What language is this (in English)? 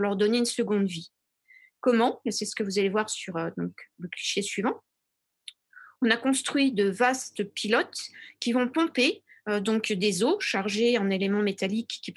French